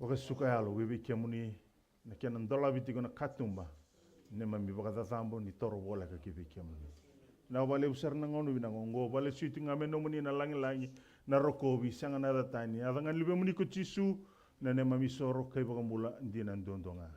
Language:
Fijian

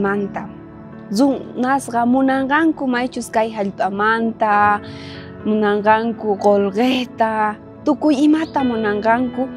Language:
South Bolivian Quechua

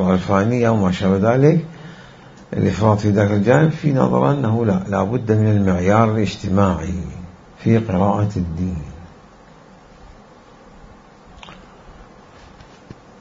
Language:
Arabic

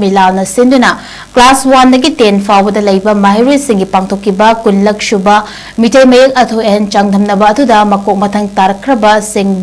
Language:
Manipuri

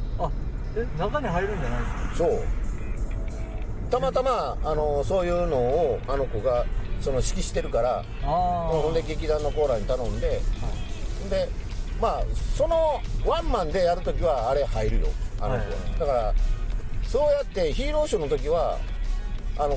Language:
Japanese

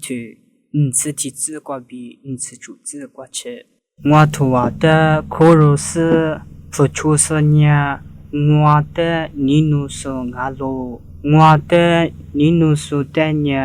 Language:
Lisu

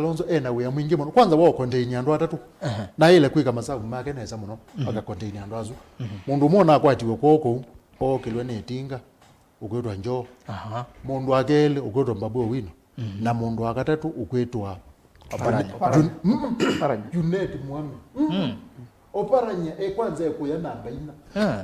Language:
Kamba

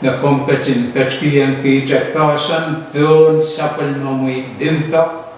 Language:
Pohnpeian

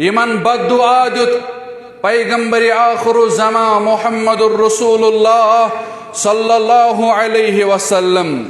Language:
Kashmiri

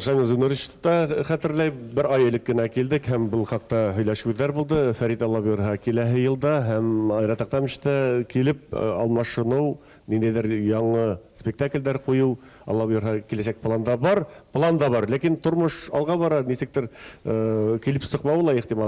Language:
Tatar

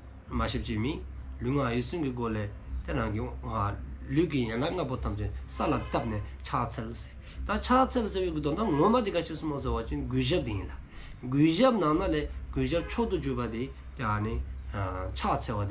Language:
Dzongkha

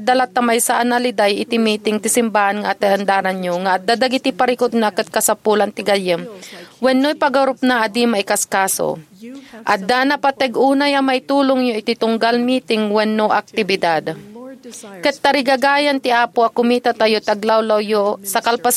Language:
Iloko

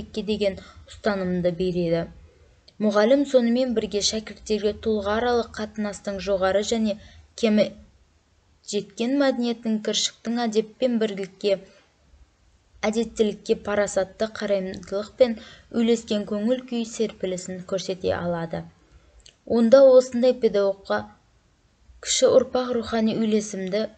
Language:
Kazakh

